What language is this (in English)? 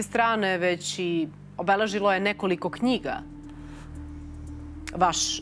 Serbian